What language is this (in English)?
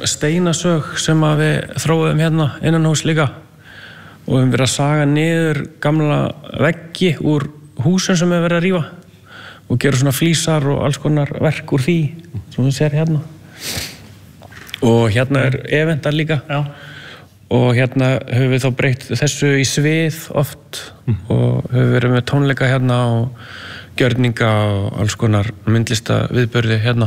Icelandic